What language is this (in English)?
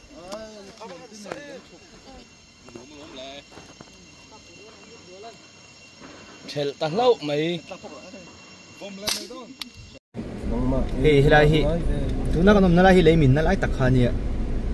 Mizo